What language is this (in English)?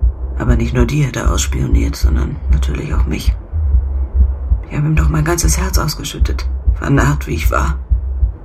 German